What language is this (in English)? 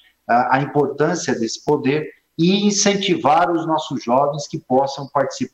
Portuguese